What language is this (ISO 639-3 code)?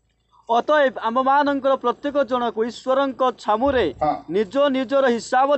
ori